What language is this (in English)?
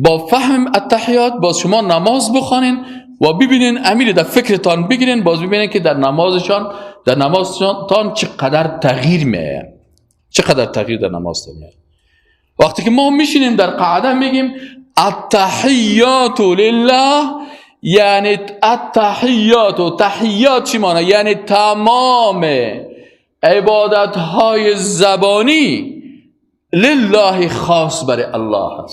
Persian